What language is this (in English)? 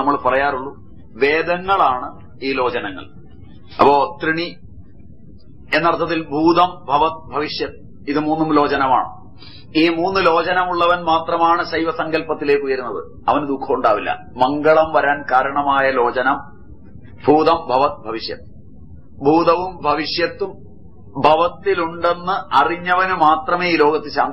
Malayalam